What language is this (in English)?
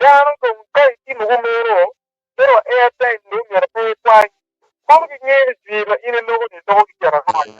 Acoli